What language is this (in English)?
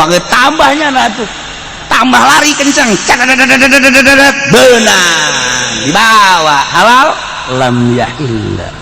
Sundanese